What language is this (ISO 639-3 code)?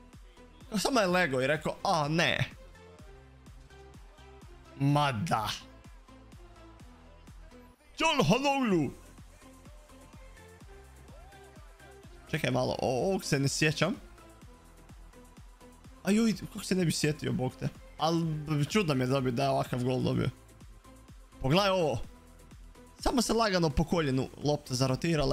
hrv